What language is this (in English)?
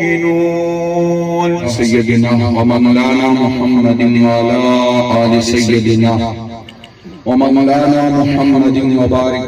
Pahari-Potwari